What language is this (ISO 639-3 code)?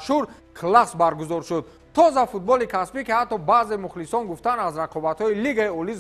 tgk